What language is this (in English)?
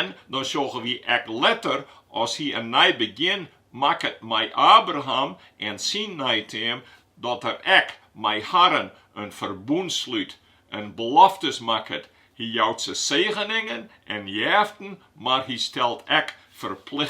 Western Frisian